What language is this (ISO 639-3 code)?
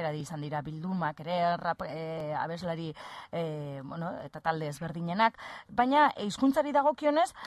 eus